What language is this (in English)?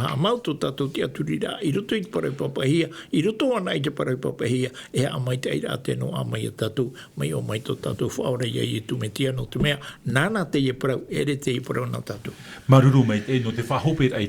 Tahitian